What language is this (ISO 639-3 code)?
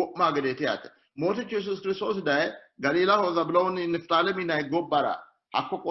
sid